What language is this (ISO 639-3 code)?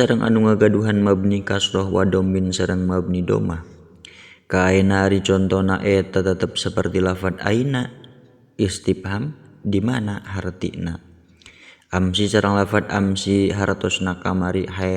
sun